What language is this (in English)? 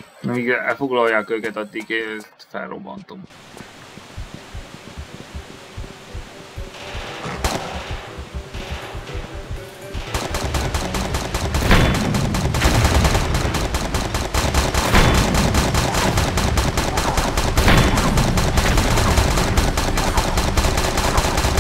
Hungarian